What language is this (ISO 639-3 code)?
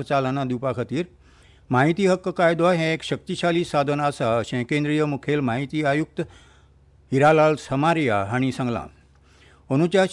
kok